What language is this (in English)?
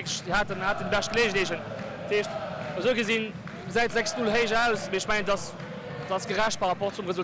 Luxembourgish